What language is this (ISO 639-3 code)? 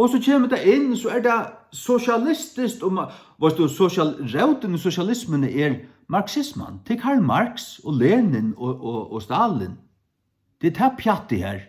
fao